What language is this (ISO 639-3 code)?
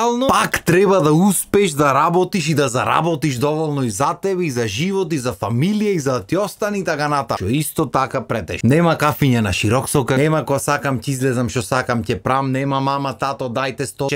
mkd